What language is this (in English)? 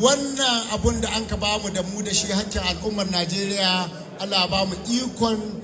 Hausa